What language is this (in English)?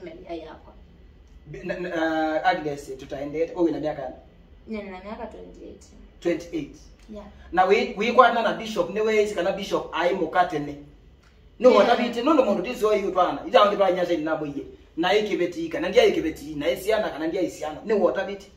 Kamba